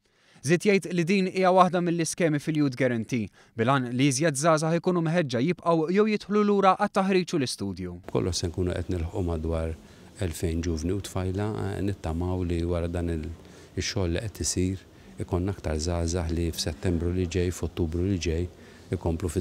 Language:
Maltese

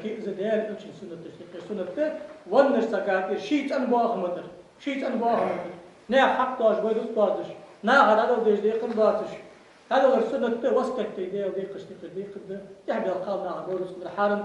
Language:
Ingush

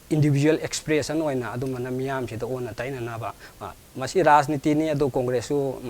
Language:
Manipuri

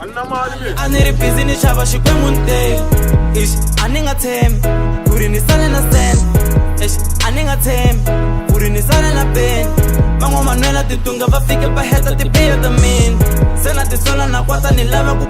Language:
Tsonga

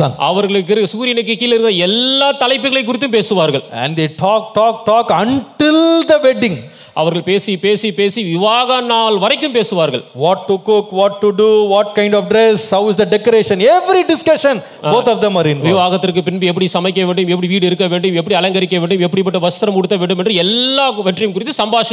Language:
Tamil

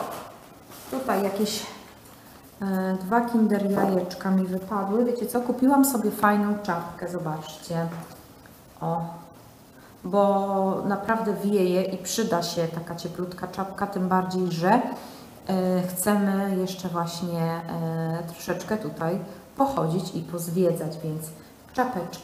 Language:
Polish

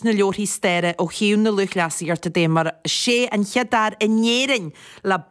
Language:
Irish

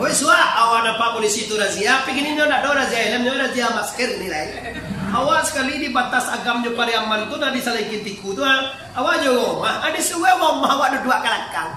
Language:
Minangkabau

